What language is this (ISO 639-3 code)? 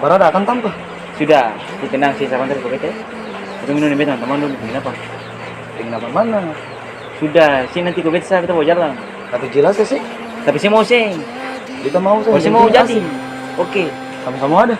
abs